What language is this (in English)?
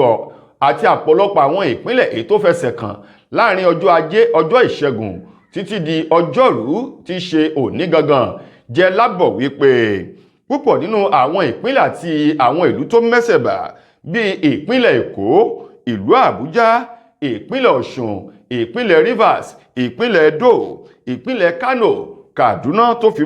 Yoruba